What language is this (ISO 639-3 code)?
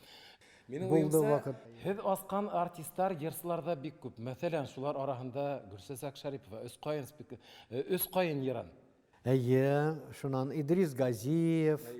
bak